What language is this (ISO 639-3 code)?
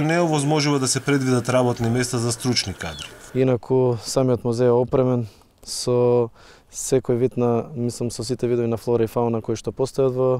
mkd